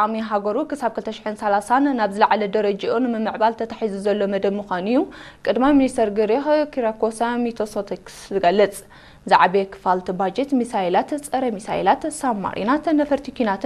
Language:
Tigrinya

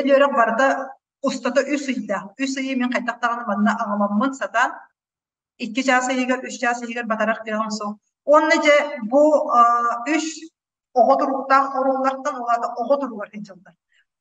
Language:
Yakut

